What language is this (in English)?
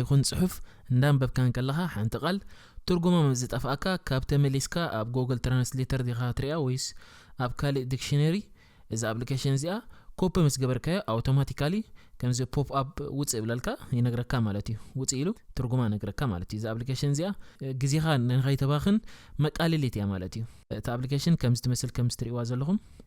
Tigrinya